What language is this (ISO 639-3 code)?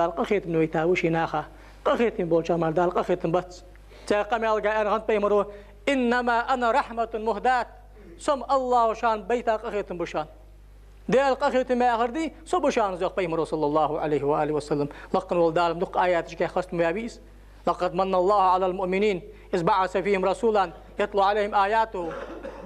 inh